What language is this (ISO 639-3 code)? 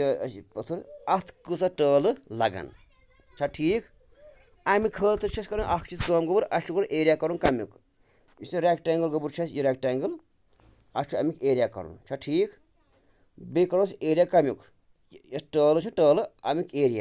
kas